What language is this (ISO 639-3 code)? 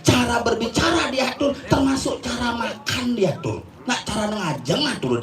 ban